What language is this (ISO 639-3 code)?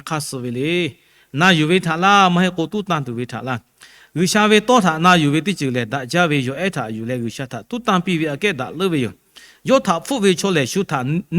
lhu